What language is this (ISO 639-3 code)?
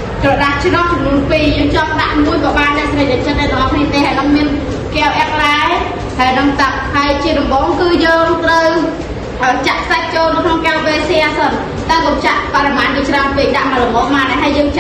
khm